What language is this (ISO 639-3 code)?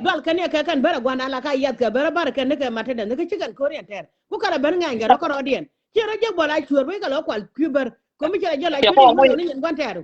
nus